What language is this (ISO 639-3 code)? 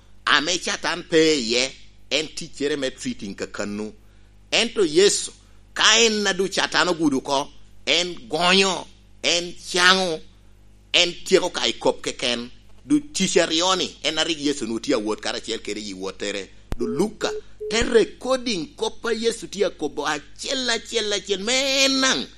laj